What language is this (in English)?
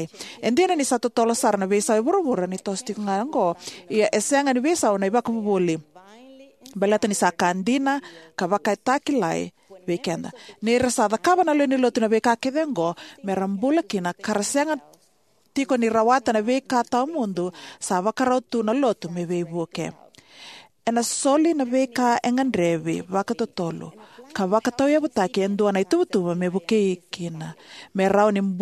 Fijian